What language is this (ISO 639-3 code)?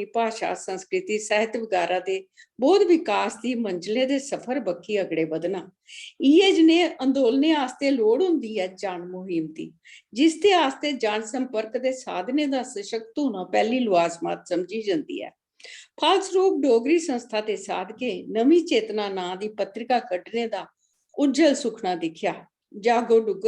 doi